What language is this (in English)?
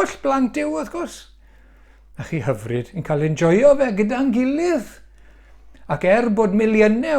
Welsh